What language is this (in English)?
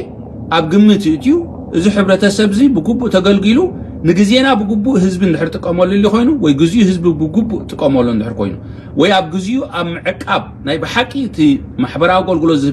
Tigrinya